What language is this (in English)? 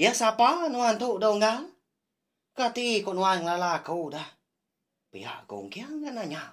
Iban